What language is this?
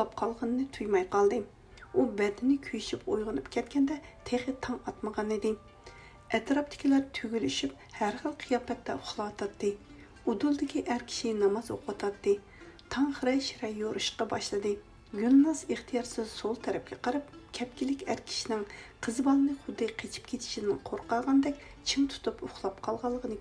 Uyghur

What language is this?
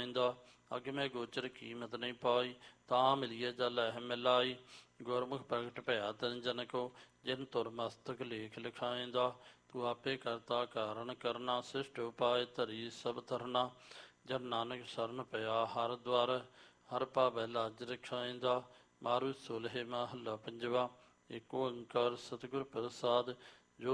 Punjabi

